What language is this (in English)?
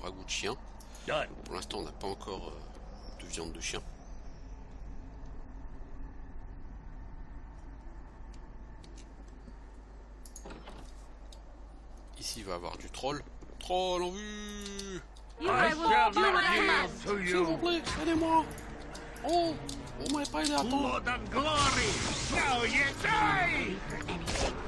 French